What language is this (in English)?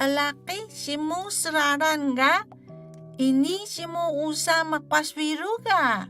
Atayal